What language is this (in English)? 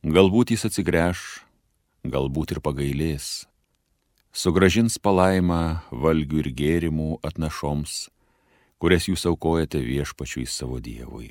Lithuanian